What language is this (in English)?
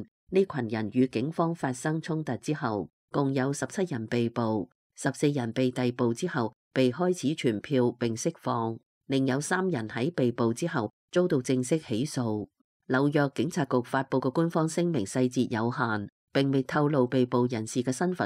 Cantonese